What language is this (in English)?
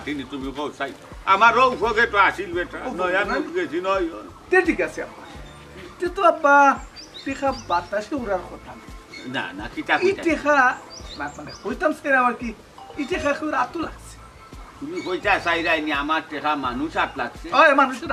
Sylheti